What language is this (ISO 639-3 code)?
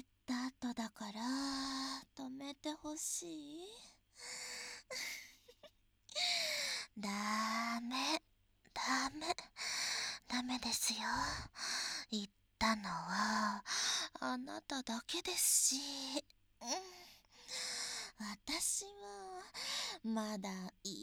jpn